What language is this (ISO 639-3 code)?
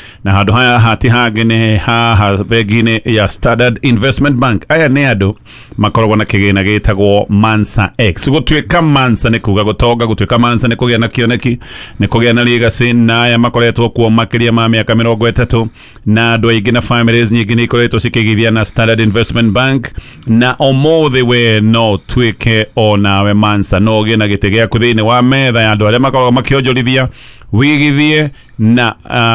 kik